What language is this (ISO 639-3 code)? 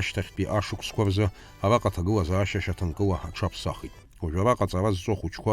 abk